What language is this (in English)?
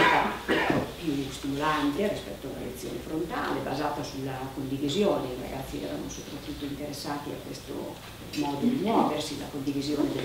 Italian